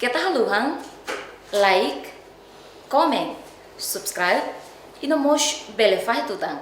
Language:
Tetum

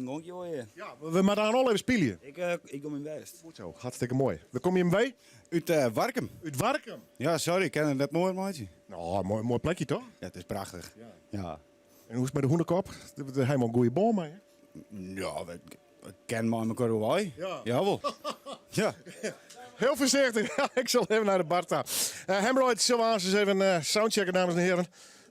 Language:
Western Frisian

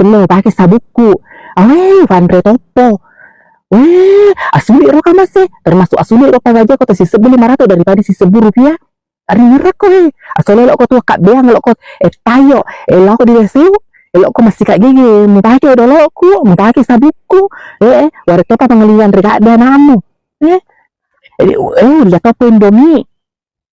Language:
Buginese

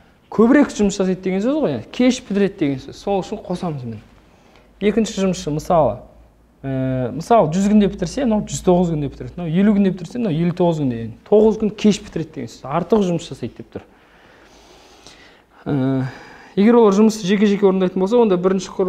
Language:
Kazakh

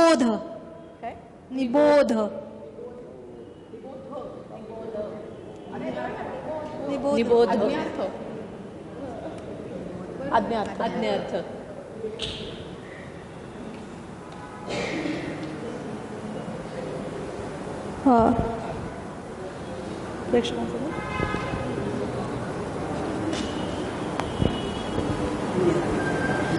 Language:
Marathi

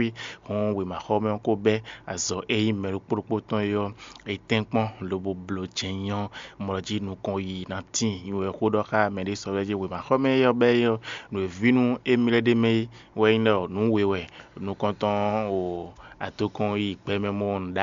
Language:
Fon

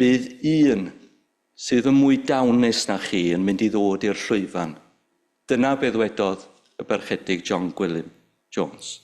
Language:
Welsh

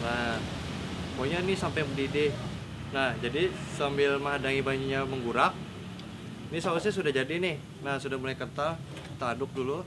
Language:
Banjar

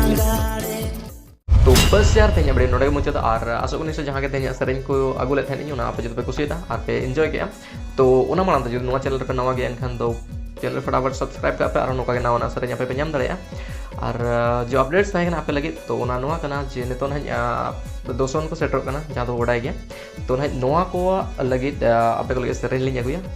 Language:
Santali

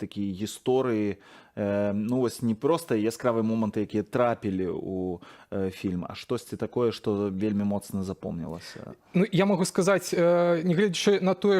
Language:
Belarusian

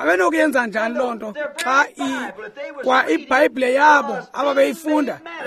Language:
Xhosa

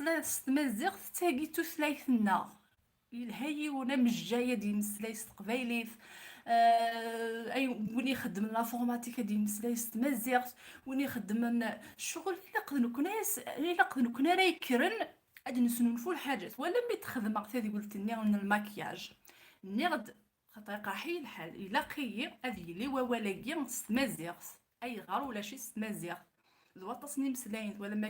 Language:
Kabyle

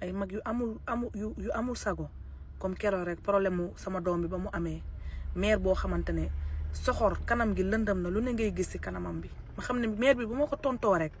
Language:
Wolof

